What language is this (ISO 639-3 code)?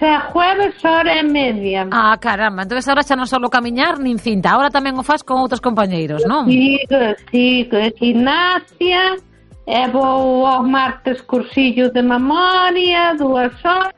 glg